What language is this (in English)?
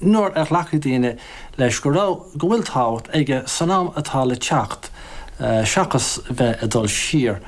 Irish